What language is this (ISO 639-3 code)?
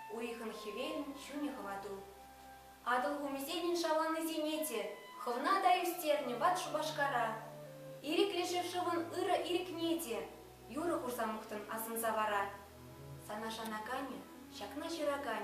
chv